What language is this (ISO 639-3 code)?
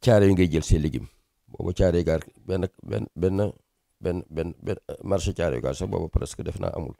wol